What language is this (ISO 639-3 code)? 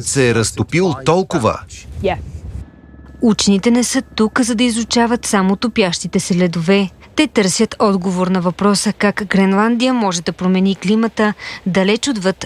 bul